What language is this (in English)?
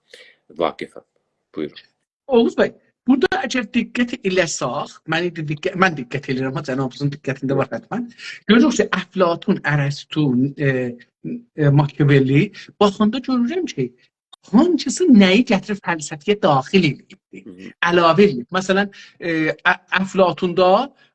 South Azerbaijani